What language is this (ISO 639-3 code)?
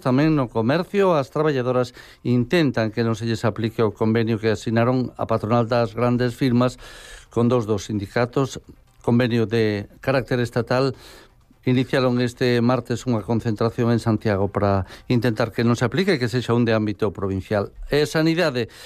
glg